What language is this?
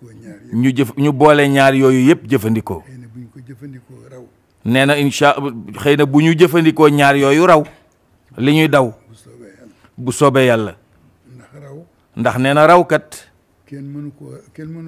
Wolof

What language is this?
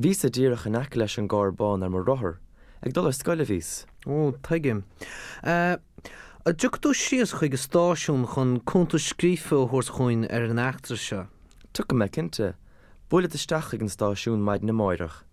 Irish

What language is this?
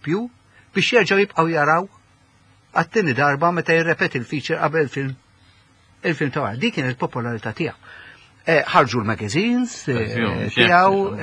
Maltese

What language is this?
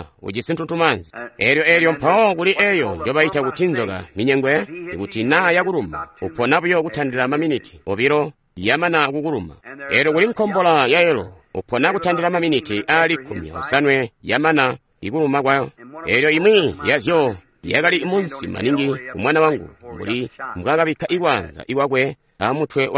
Tonga (Zambia)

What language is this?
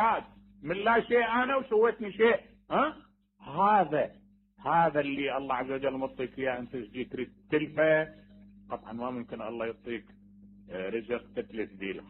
Mesopotamian Arabic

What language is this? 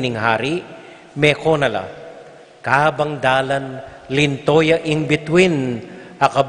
Pampanga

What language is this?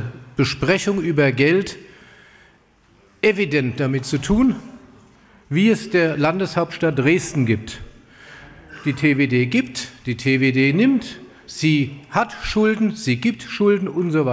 German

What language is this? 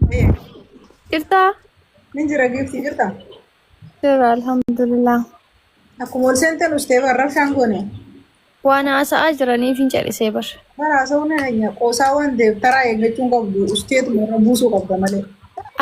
Oromo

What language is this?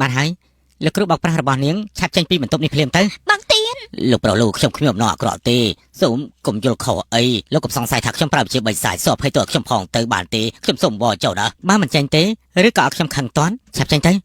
Khmer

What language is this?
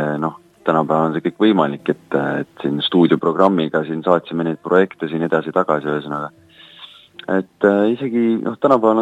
Estonian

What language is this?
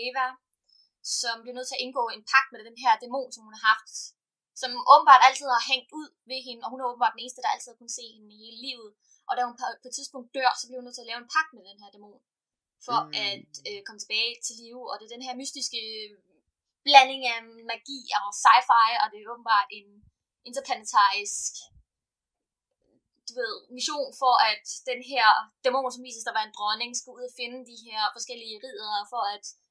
Danish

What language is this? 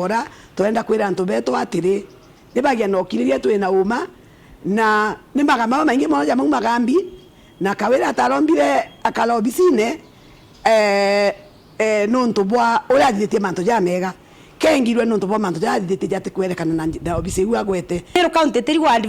Meru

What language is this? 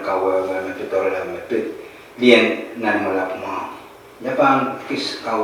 Pohnpeian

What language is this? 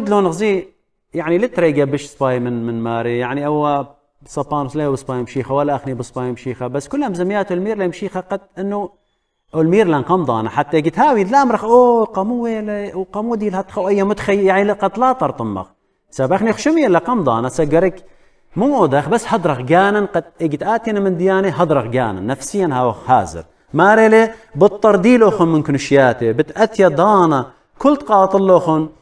Assyrian Neo-Aramaic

